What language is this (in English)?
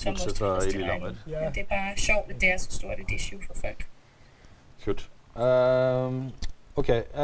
Danish